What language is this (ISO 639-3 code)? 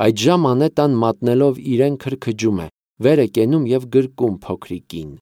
hye